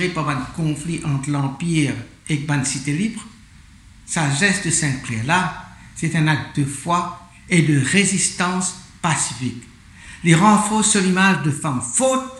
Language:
Morisyen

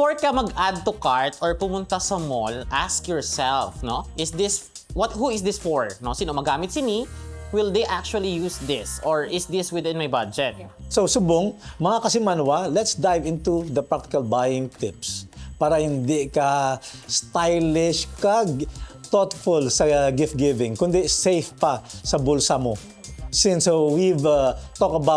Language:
Hiligaynon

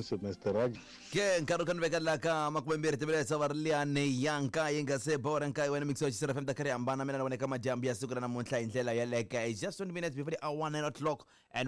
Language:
Tsonga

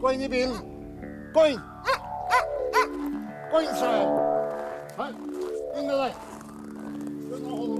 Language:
Norwegian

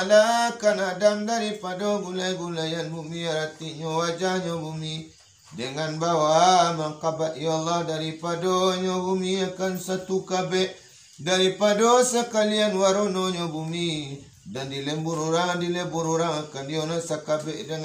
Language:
Minangkabau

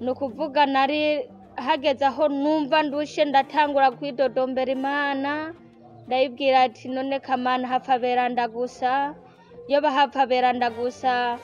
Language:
Rundi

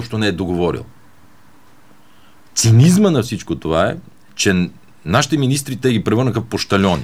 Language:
Bulgarian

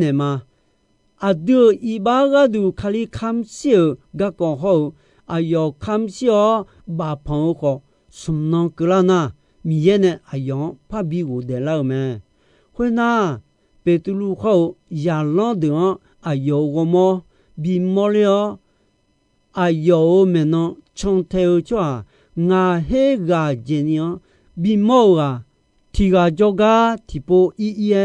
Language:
Akha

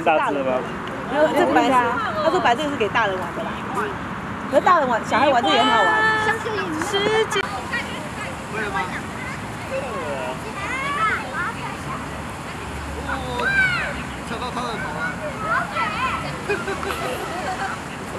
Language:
Chinese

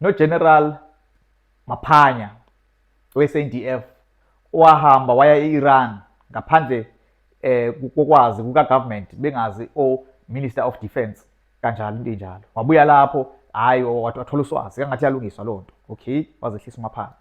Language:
Zulu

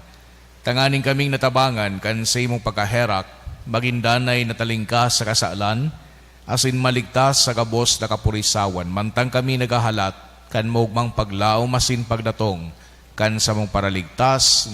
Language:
Bikol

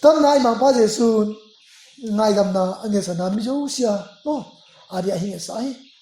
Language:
Tedim Chin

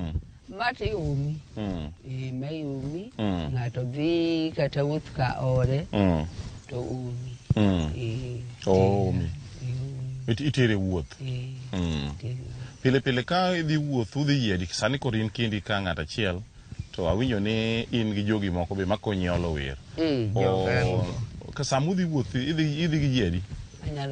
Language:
Luo (Kenya and Tanzania)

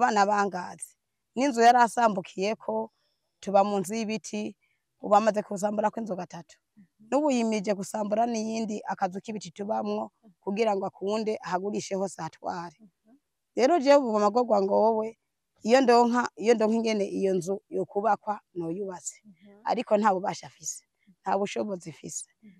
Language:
Rundi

